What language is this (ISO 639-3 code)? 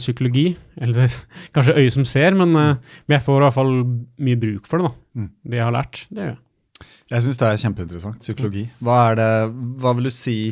nor